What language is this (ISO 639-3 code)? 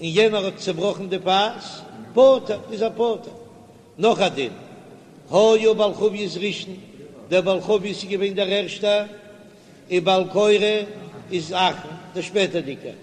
yid